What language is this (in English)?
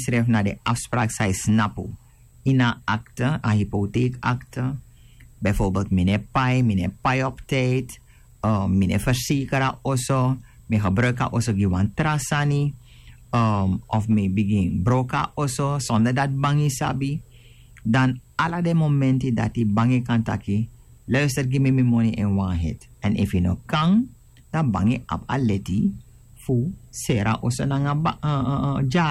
Sranan Tongo